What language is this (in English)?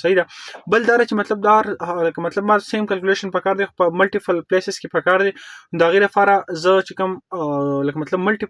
Pashto